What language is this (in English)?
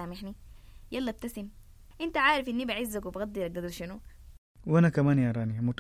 Sudanese Arabic